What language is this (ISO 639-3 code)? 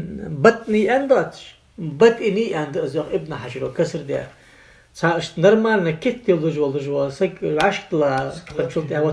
inh